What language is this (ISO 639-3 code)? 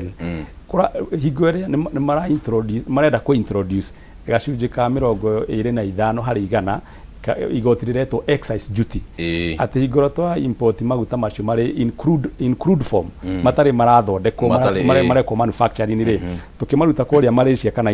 kik